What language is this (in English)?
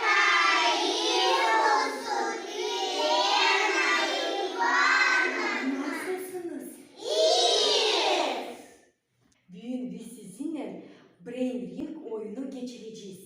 Gagauz